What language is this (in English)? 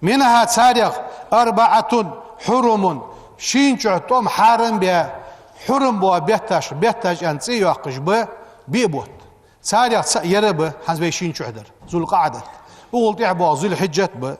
Ingush